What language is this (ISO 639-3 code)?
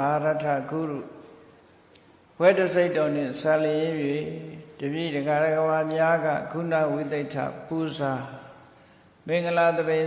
mya